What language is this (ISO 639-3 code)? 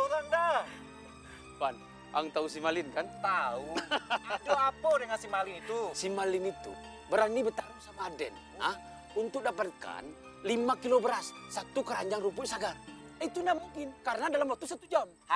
ind